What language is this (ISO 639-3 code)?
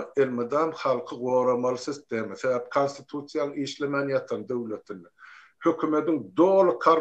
tuk